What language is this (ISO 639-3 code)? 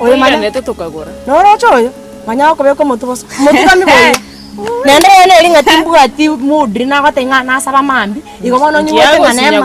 guz